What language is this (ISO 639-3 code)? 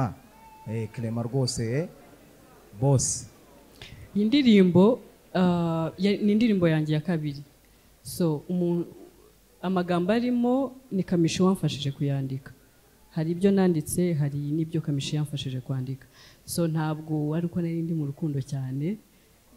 kin